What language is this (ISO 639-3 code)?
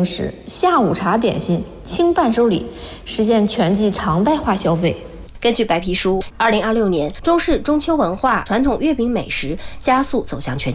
zho